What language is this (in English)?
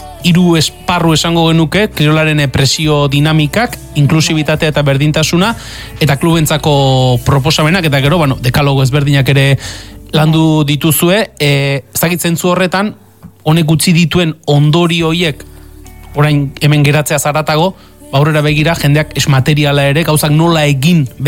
Basque